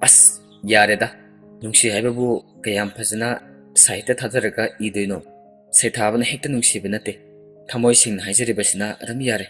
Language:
Manipuri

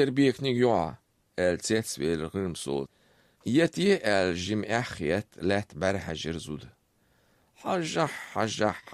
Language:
Chechen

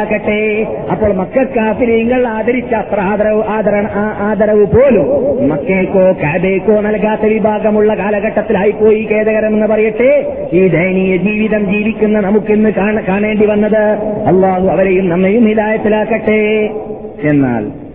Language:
Malayalam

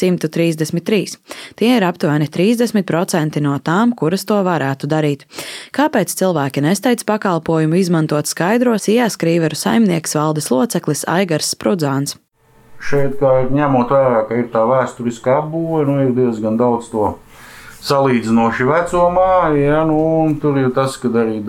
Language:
Latvian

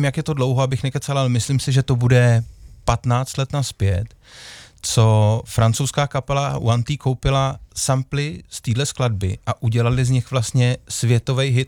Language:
Czech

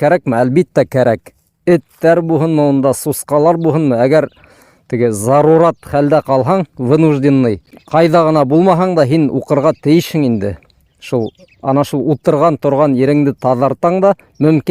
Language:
Bashkir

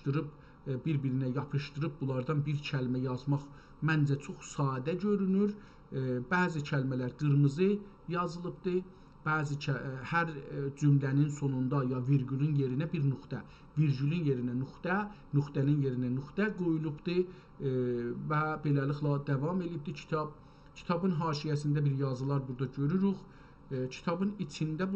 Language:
South Azerbaijani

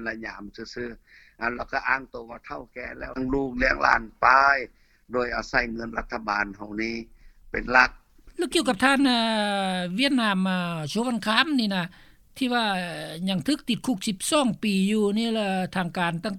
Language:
Lao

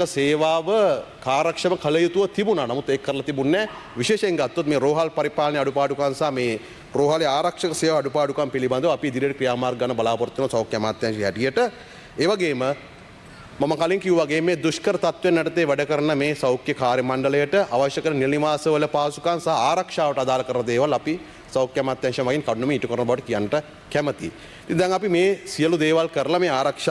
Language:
Sinhala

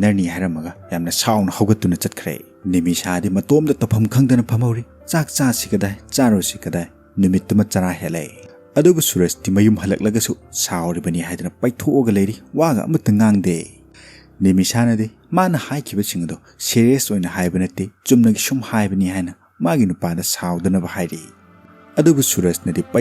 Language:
Manipuri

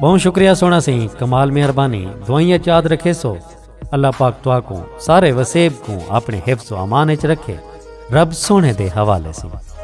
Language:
Saraiki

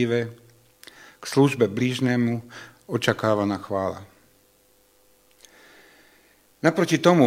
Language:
Slovak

